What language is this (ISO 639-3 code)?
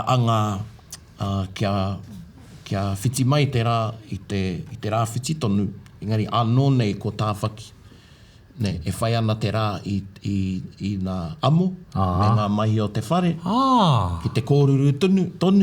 mri